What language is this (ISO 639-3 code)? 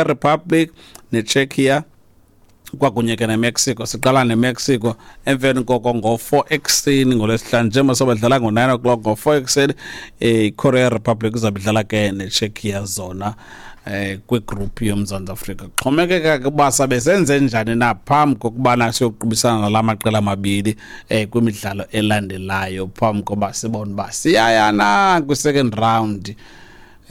xho